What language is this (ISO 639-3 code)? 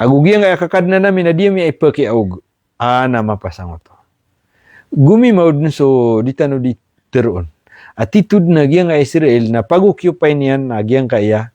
mrw